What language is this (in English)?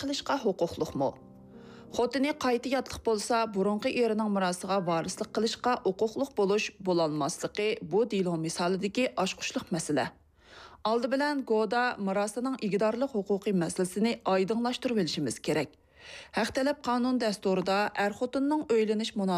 Uyghur